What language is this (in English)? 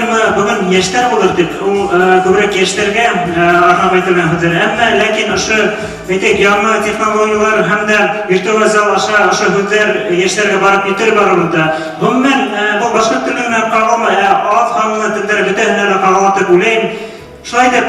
Bashkir